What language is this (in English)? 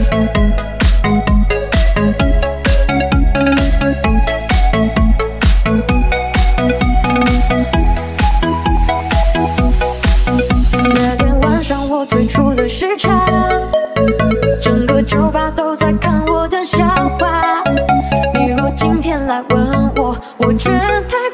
Chinese